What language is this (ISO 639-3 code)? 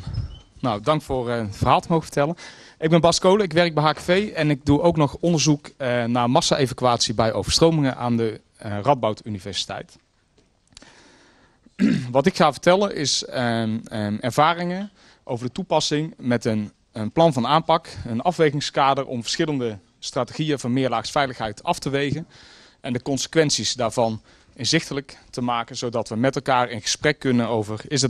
nld